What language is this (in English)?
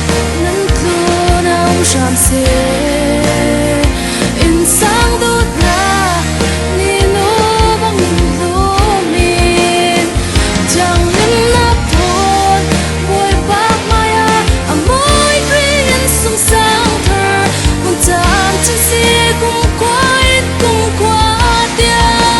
Falam Chin